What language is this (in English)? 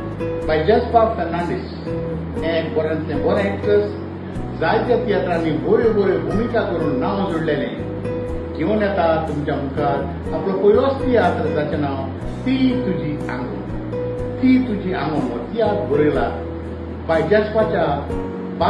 Konkani